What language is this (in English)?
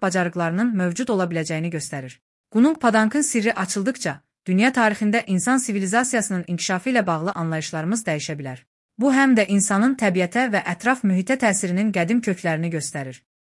Azerbaijani